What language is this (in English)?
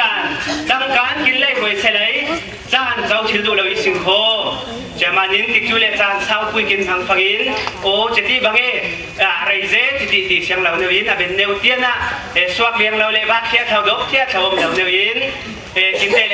Falam Chin